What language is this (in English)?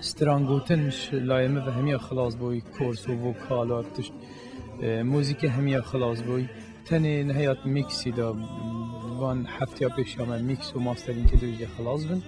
Kurdish